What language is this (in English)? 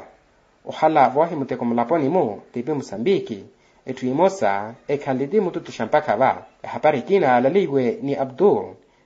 Makhuwa